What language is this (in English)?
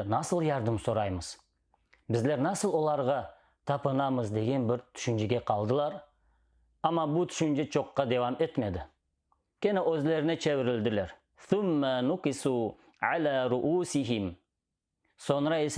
Crimean Tatar